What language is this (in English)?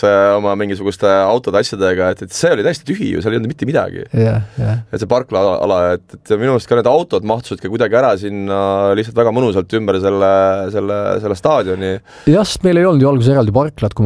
Estonian